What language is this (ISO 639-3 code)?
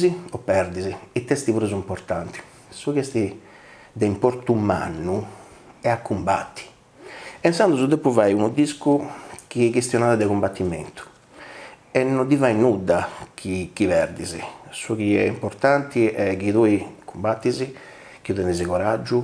srd